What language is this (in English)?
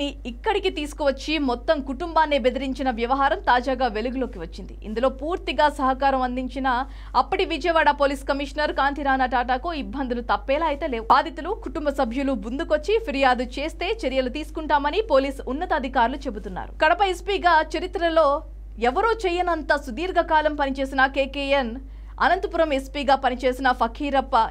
Telugu